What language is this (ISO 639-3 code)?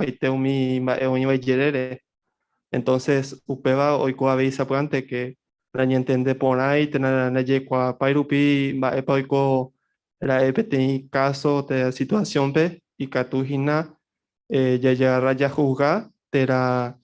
grn